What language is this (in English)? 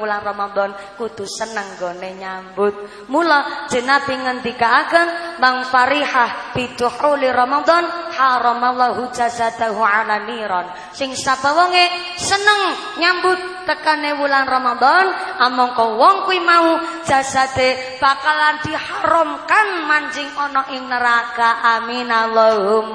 Javanese